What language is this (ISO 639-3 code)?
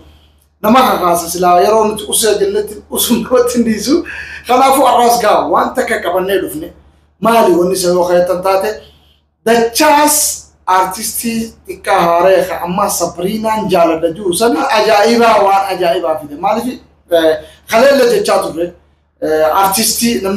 orm